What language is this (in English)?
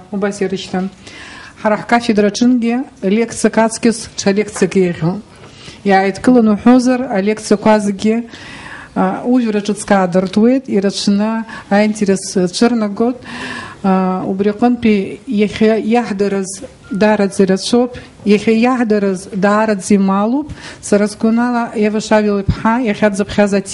Abkhazian